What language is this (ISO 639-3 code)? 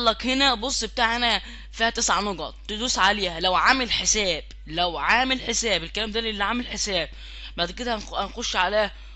arz